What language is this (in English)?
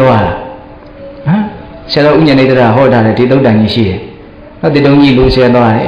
Burmese